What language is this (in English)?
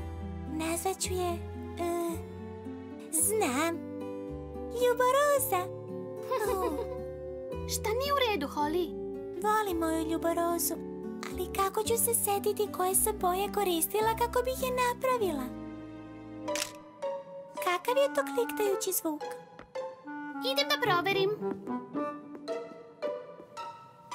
Serbian